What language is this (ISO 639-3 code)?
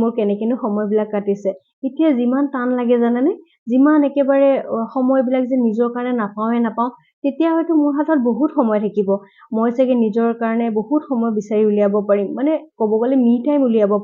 asm